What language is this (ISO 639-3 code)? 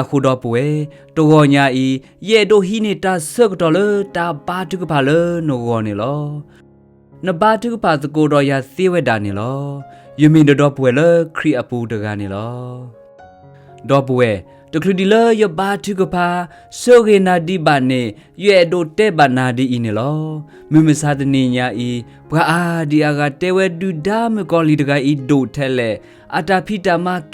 ksw